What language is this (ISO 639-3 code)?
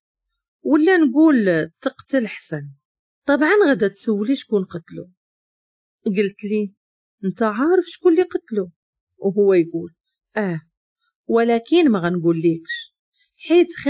ary